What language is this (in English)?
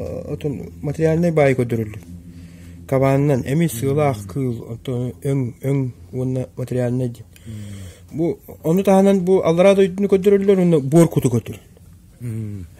Yakut